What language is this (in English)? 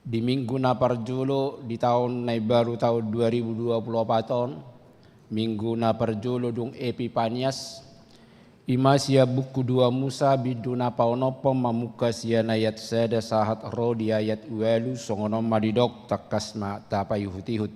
Batak Toba